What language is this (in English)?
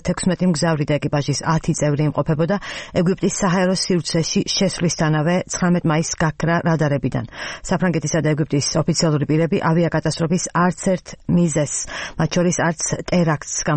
Georgian